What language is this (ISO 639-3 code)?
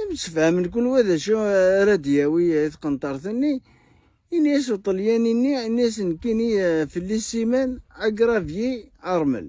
kab